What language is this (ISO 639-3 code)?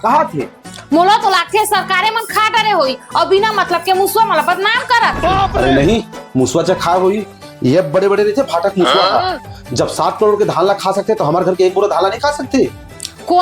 hne